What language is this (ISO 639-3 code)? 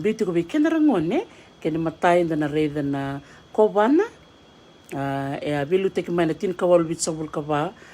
fij